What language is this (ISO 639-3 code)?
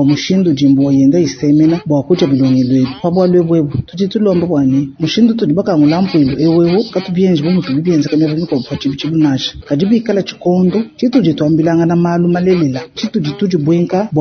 lua